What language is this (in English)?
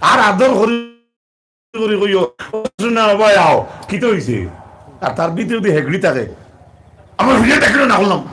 Sylheti